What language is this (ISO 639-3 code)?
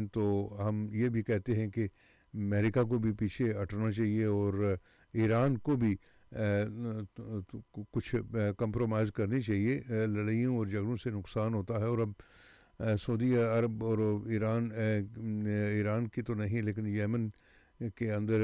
urd